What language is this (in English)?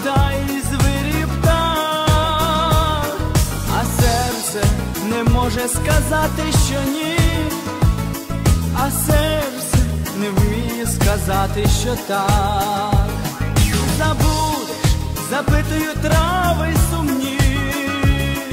Ukrainian